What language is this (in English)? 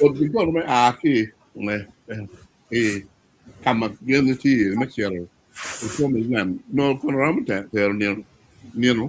Acoli